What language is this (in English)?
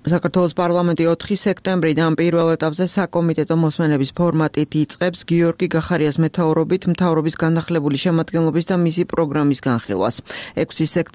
Georgian